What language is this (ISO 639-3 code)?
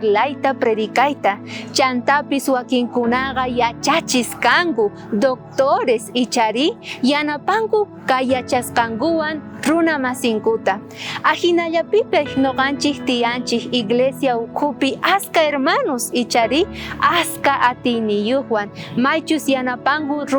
quh